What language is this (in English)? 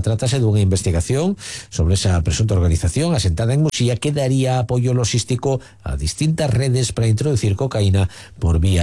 Galician